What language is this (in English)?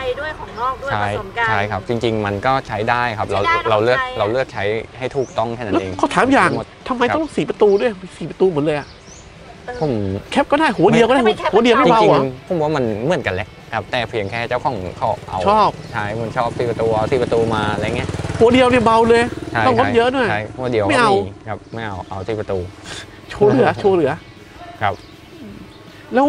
Thai